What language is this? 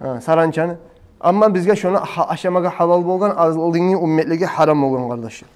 Kumyk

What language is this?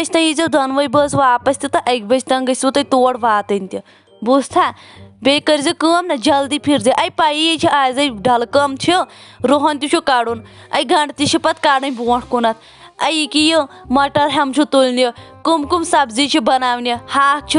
Kashmiri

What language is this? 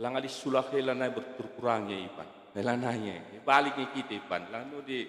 Batak Karo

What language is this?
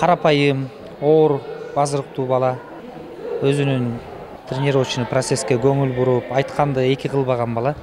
Kyrgyz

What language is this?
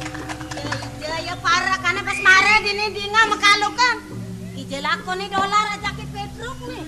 Balinese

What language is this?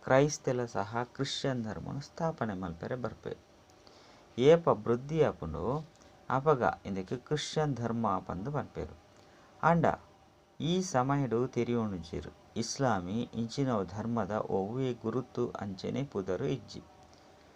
Tulu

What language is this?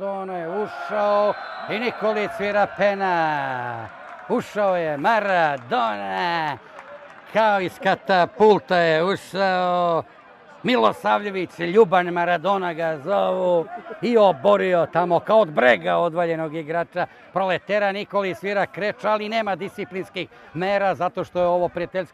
Serbian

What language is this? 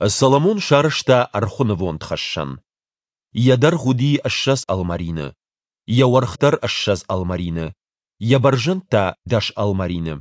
Ossetic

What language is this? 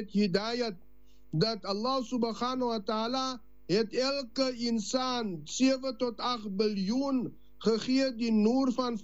Afrikaans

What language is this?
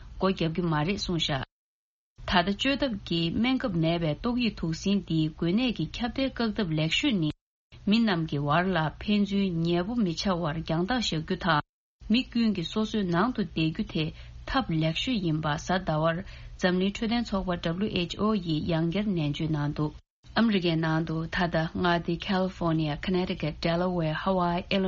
Tibetan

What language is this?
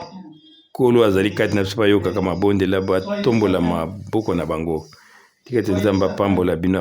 Lingala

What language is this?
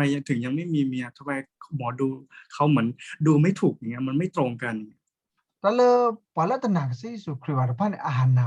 S'gaw Karen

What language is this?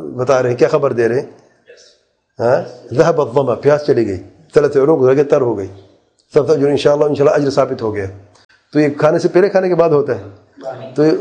Urdu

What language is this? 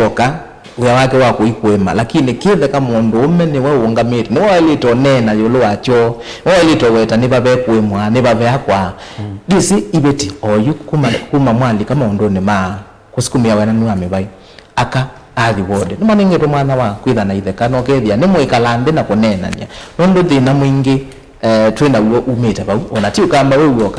Kamba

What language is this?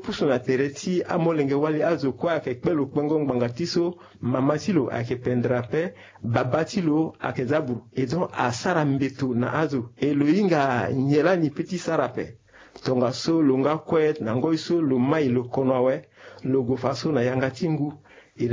Sango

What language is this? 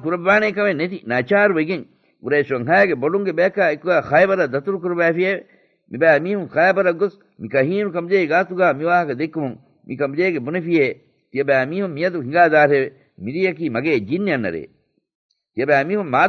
Divehi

